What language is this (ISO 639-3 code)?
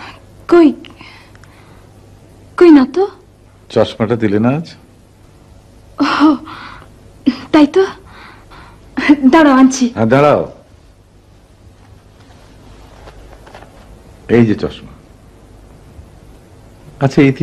ben